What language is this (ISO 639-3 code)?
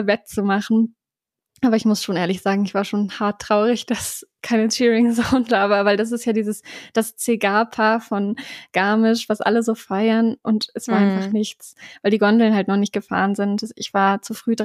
deu